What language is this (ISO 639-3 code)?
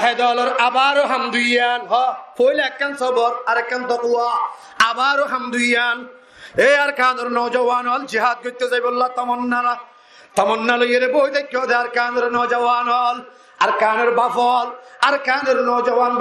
rhg